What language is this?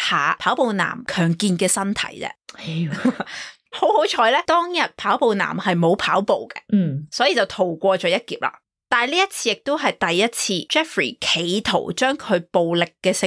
Cantonese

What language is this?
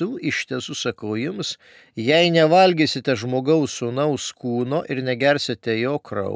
Lithuanian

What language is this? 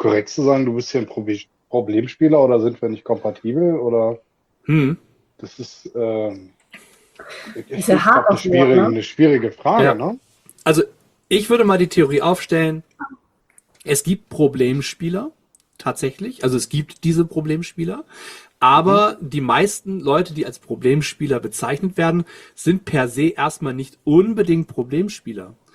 German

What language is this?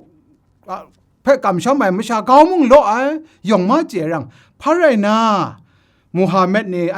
Kachin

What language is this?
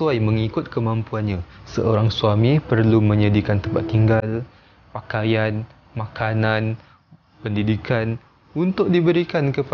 Malay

